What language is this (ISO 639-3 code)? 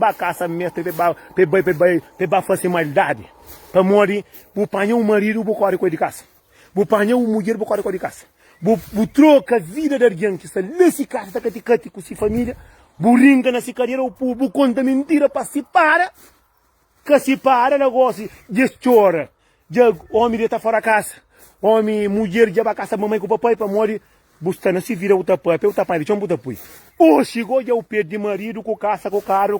kea